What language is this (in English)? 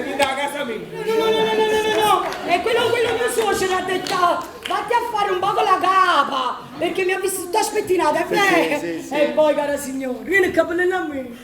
Neapolitan